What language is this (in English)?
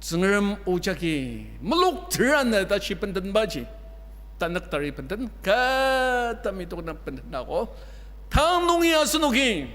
Ao Naga